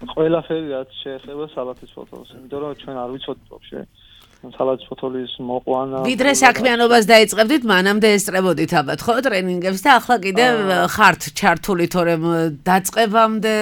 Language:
Georgian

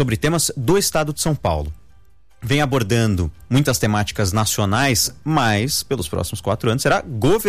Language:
Portuguese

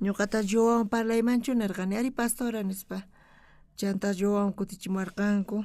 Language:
South Bolivian Quechua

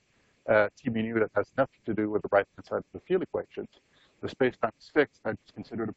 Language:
English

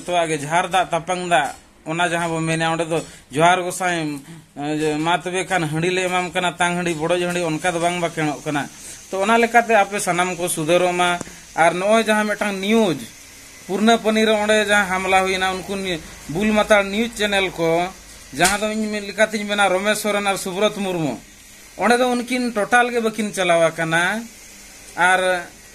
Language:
Santali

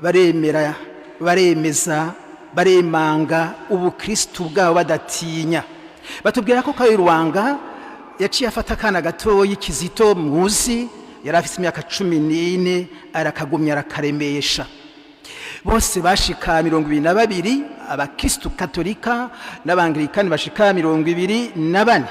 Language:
Rundi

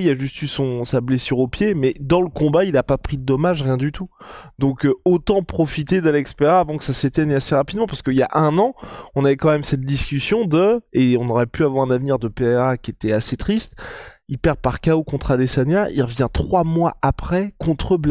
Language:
French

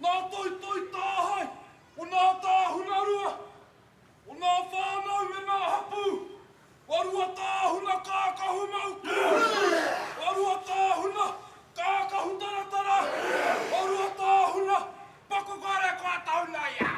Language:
Māori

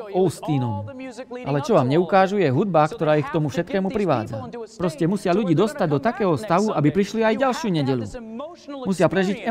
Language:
Slovak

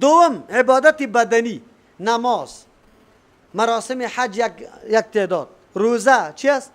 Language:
Persian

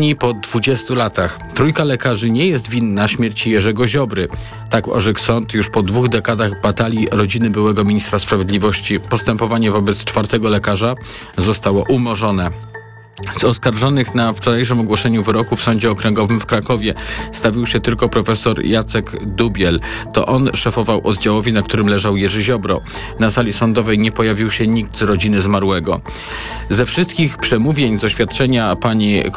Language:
Polish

